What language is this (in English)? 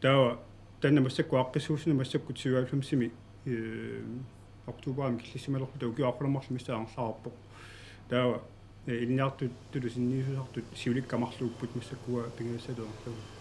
Kalaallisut